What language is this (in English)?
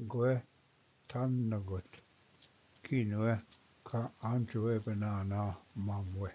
Ojibwa